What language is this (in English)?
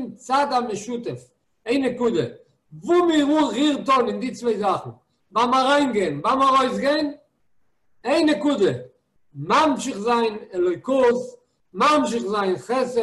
Yiddish